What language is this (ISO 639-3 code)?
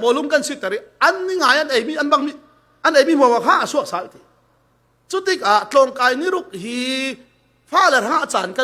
cfm